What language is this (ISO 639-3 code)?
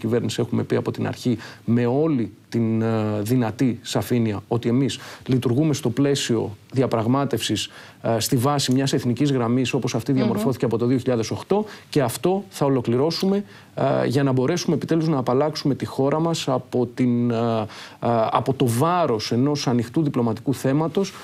ell